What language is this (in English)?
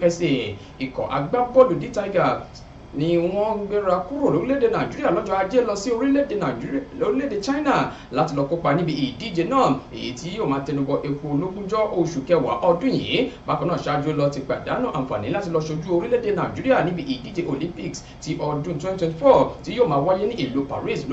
Yoruba